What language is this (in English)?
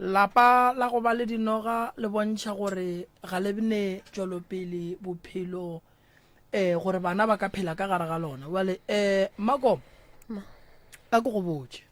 Northern Sotho